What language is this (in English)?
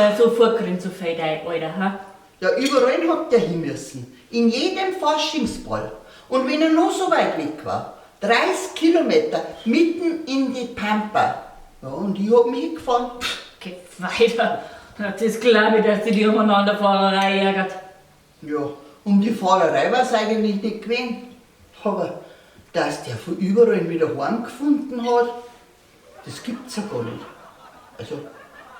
Bavarian